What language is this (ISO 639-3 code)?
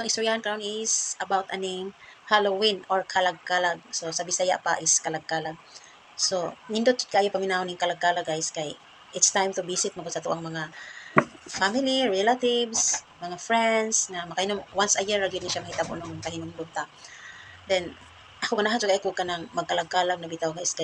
ceb